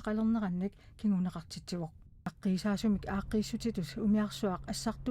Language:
Kalaallisut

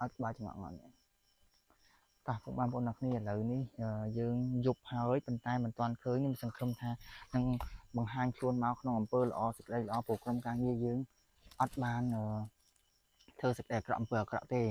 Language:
Khmer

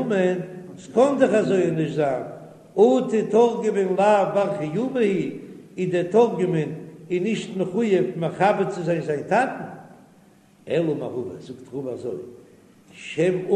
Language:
Yiddish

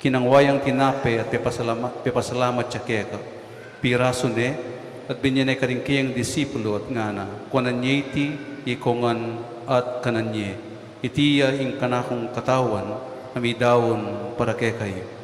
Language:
Pampanga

